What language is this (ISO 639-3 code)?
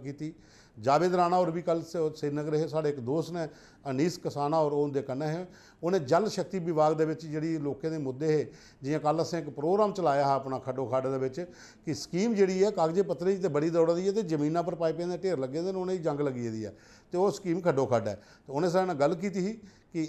doi